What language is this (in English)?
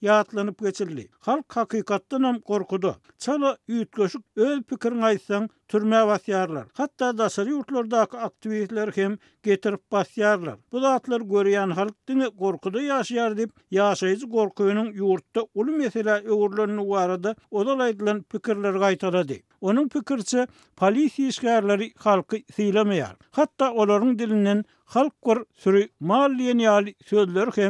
Turkmen